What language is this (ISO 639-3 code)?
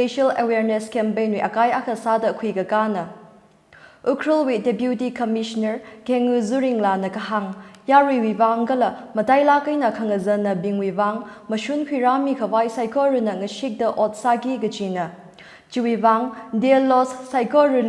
nmf